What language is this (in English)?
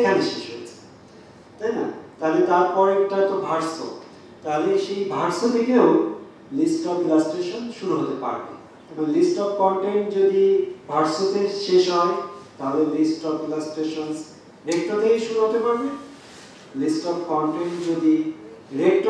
Bangla